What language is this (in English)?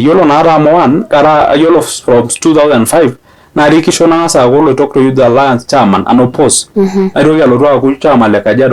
Masai